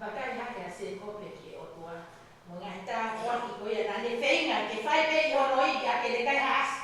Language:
Tongan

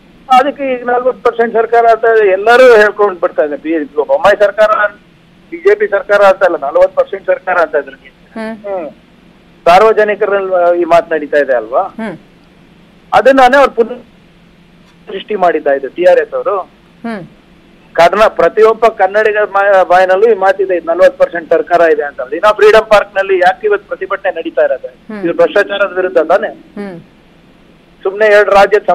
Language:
Kannada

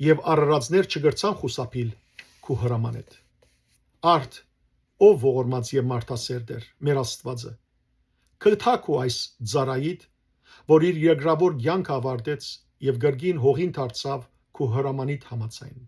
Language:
Western Armenian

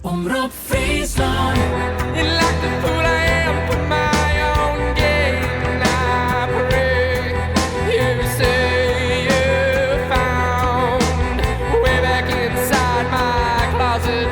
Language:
Western Frisian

